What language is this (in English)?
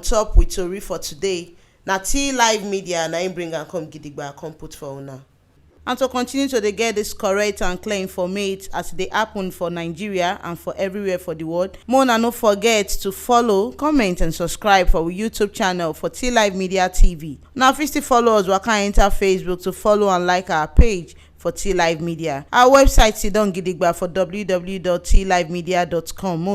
Nigerian Pidgin